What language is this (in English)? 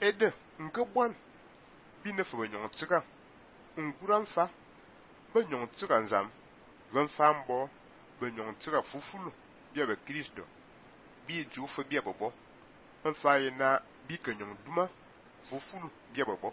Fang